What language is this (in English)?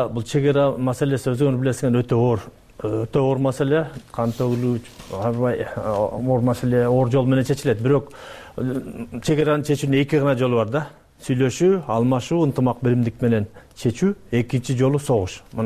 Kyrgyz